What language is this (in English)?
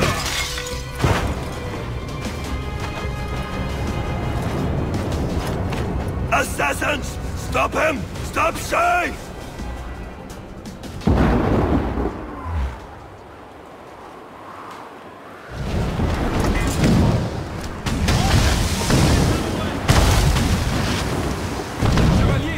English